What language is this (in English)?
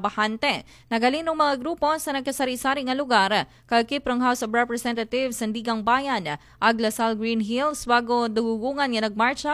Aklanon